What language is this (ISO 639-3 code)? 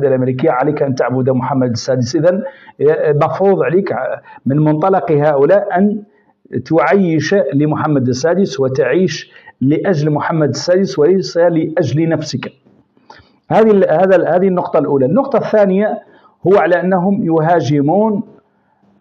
ara